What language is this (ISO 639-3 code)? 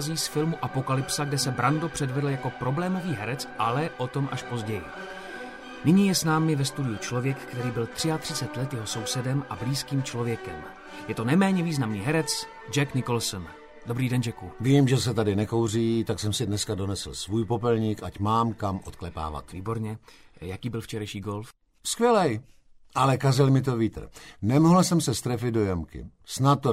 ces